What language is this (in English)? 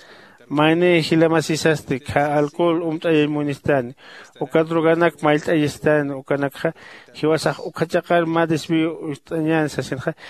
Aymara